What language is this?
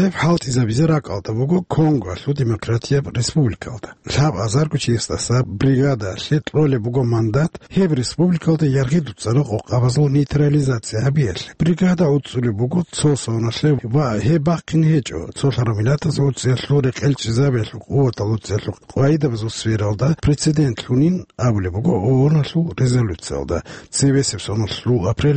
Avaric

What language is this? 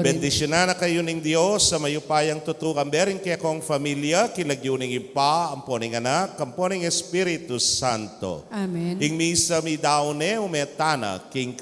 Pampanga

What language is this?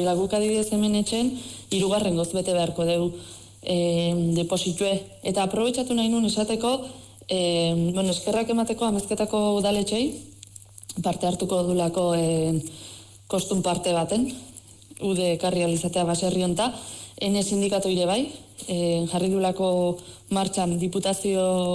Basque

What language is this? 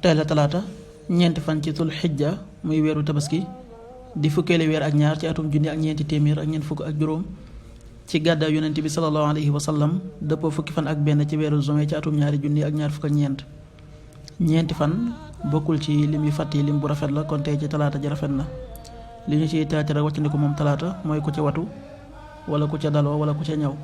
Wolof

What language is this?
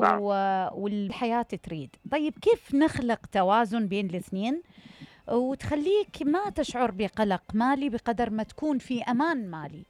Mesopotamian Arabic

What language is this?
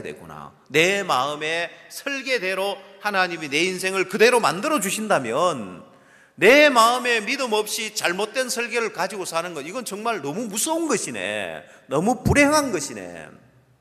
Korean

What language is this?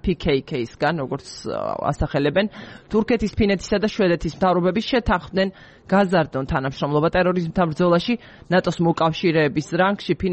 Georgian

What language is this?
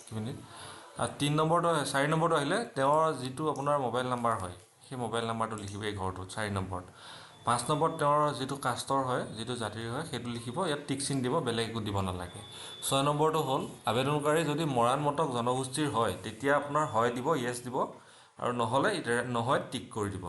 Assamese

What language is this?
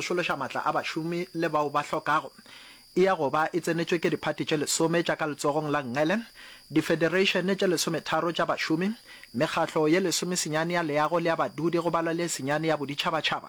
Northern Sotho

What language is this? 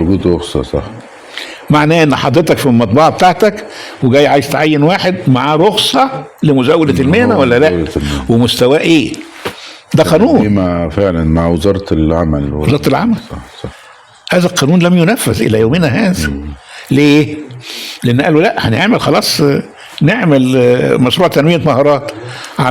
Egyptian Arabic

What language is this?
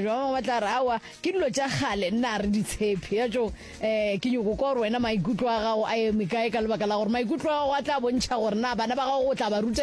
Northern Sotho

